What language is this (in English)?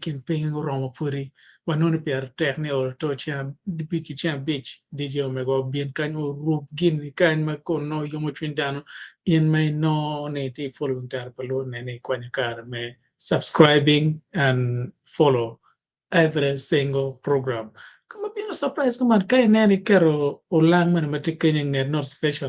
Acoli